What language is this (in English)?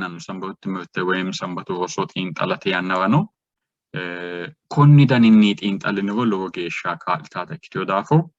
Sidamo